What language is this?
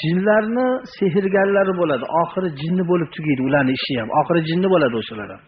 Uzbek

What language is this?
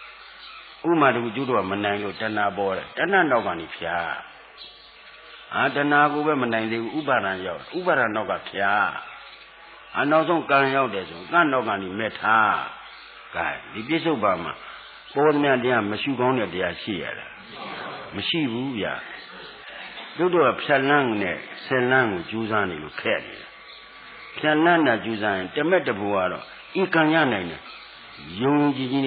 Burmese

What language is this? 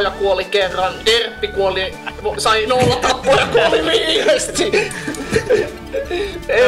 Finnish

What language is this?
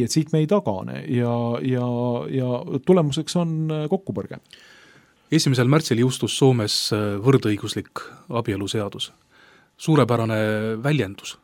Estonian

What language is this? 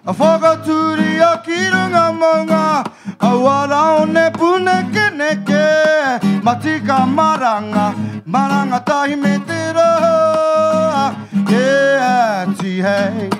Māori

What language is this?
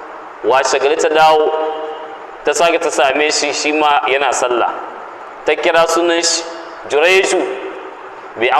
Hausa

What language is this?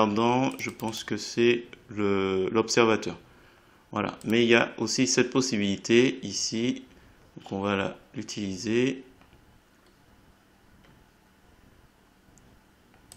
French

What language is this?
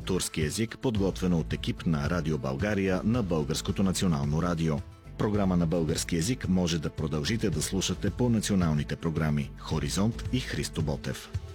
Bulgarian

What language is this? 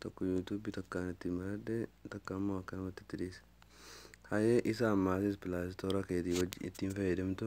Oromo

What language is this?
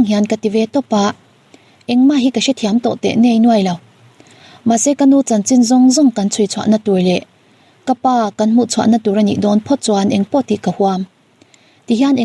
Mizo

